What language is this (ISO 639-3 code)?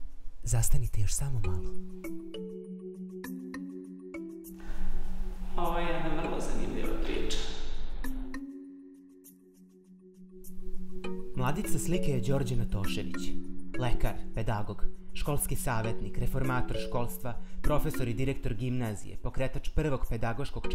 srp